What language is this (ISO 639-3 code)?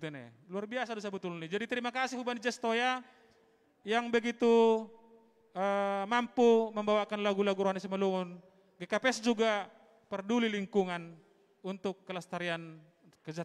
bts